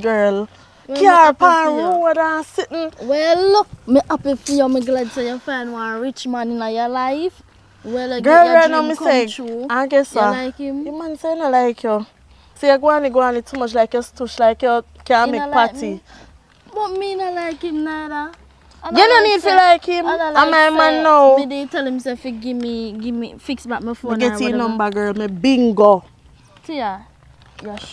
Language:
Jamaican Creole English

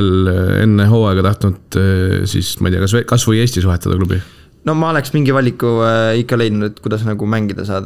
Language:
Estonian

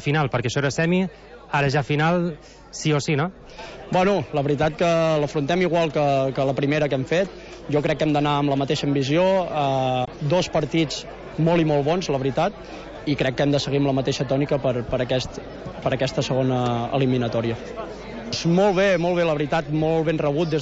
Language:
Catalan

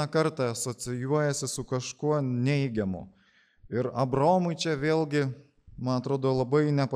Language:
Lithuanian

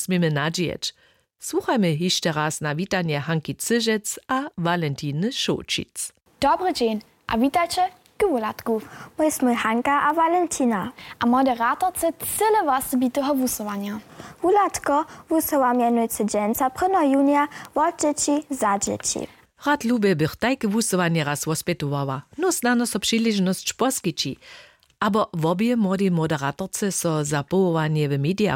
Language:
Upper Sorbian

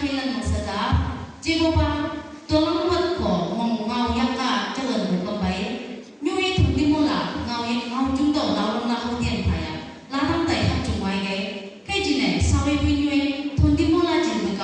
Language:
Chang Naga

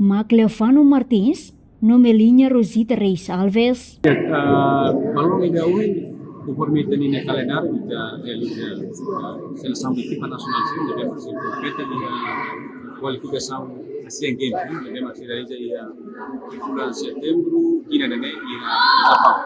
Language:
Tetum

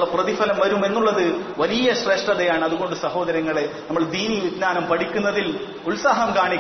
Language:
Malayalam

